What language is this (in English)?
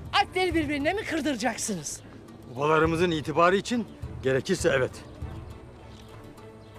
Turkish